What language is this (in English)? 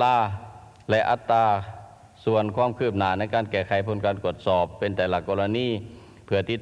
Lao